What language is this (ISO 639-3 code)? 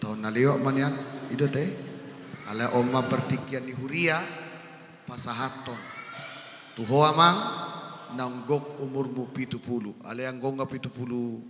bbc